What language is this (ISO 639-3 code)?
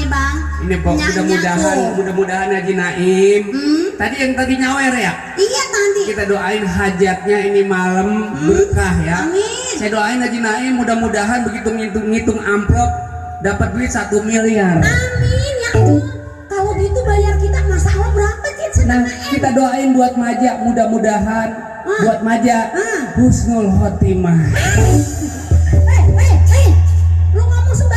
bew